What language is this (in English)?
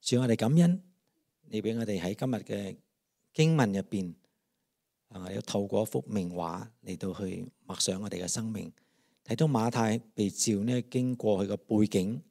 Cantonese